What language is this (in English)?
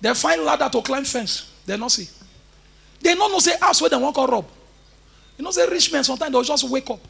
Nigerian Pidgin